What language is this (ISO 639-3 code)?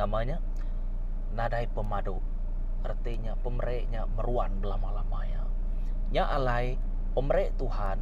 iba